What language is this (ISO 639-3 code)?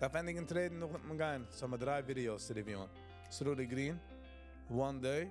yid